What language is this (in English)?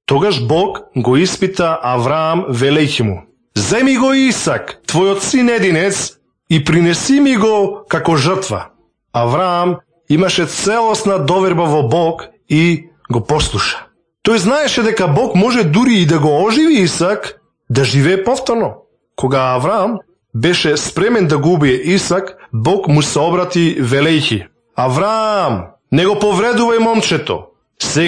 Macedonian